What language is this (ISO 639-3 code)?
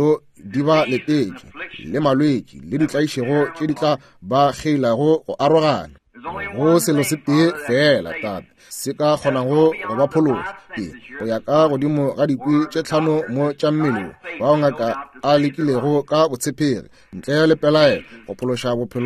nso